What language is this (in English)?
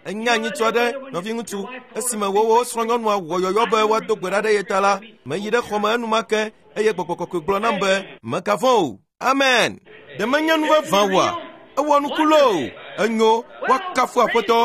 Ewe